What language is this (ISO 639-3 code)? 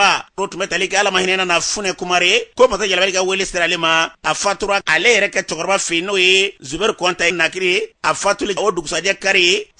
bam